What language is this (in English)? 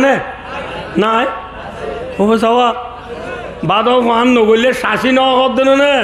Rohingya